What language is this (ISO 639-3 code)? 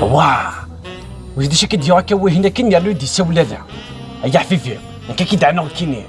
kab